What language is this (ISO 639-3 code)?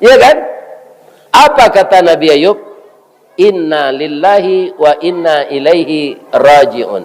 min